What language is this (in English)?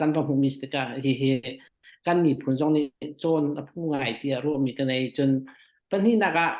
Hakha Chin